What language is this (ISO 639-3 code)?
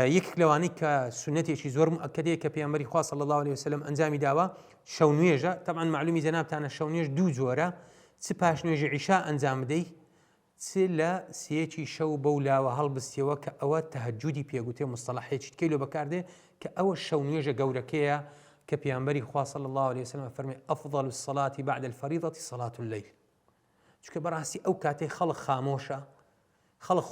ckb